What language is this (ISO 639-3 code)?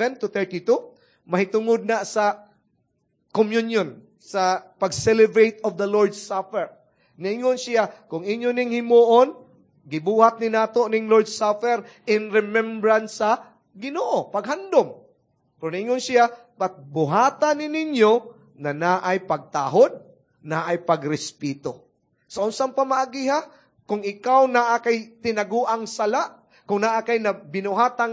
ceb